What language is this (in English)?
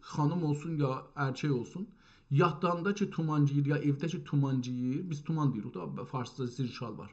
South Azerbaijani